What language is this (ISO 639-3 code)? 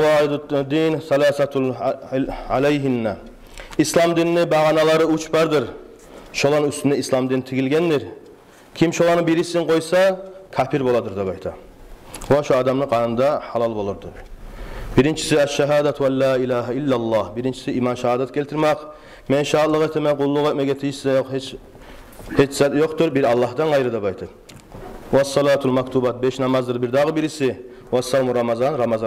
kum